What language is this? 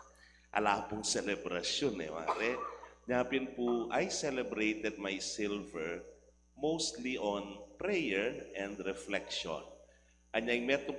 Pampanga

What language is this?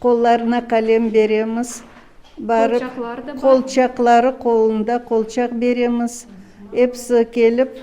Crimean Tatar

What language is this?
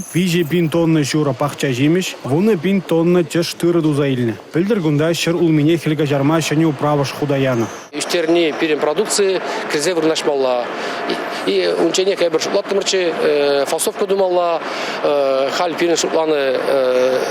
Chuvash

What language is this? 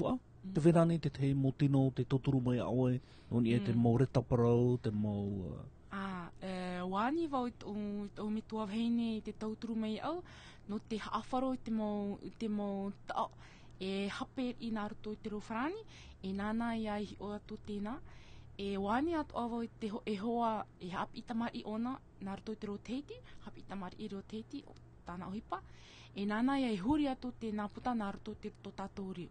Tahitian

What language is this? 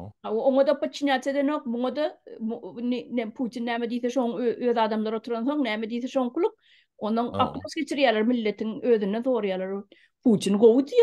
Turkmen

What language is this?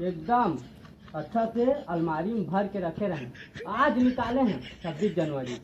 Chhattisgarhi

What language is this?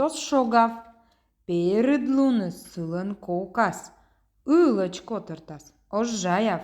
Komi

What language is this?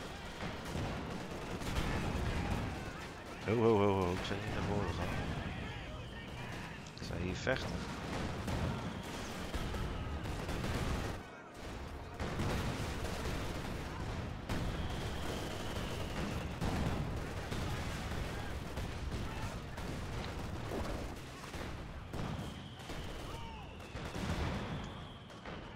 Dutch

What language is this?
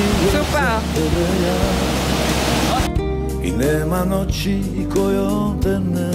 Croatian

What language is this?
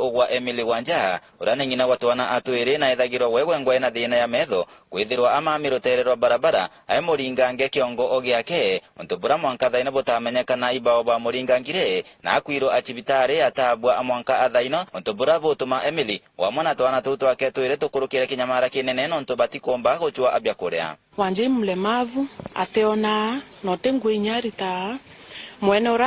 Meru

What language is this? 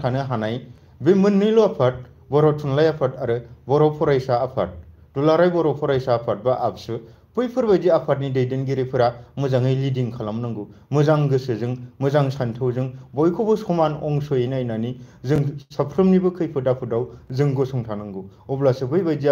Bodo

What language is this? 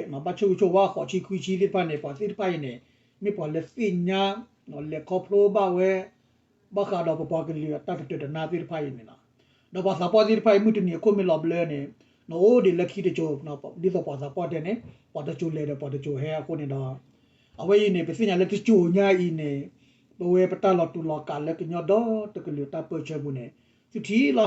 S'gaw Karen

